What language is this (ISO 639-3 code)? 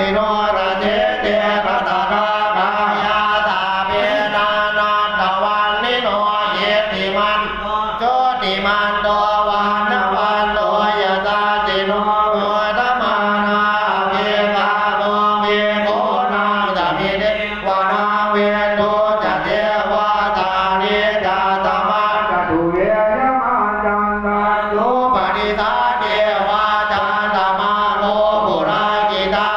pli